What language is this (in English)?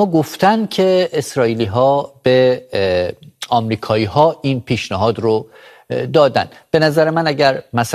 Persian